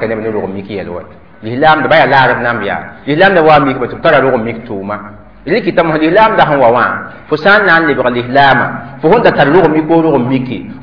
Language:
Mossi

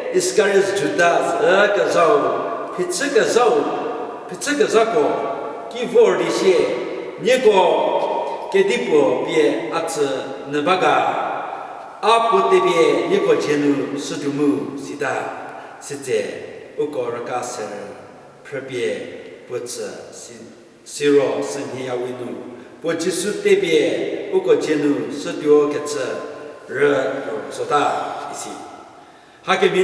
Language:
Angami Naga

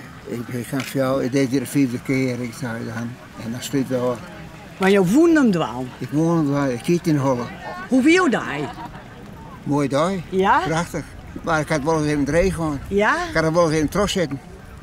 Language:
Western Frisian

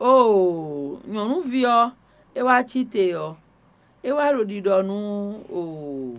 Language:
Fon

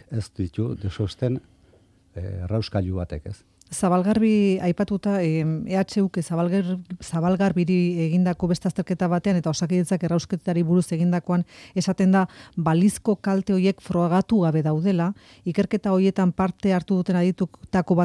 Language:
Basque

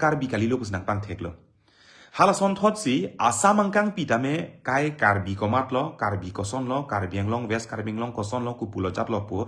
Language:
Karbi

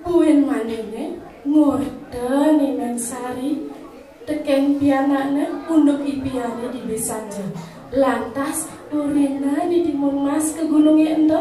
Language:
Balinese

